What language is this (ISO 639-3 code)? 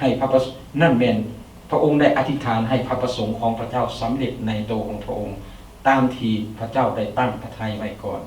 lao